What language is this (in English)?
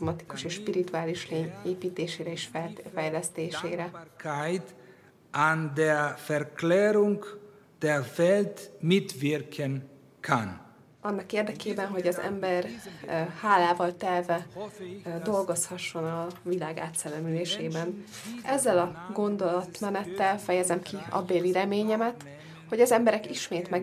Hungarian